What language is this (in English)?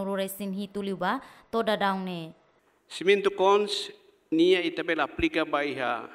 Tetum